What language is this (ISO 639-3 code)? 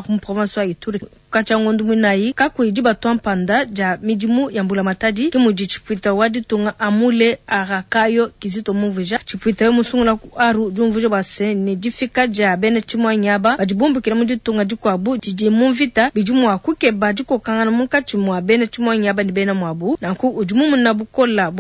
lua